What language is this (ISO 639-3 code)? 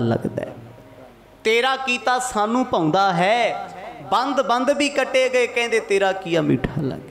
pan